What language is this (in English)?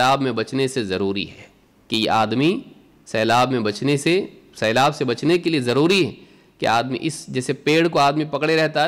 Urdu